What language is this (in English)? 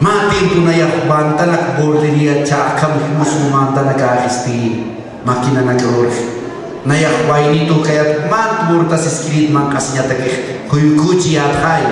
Aymara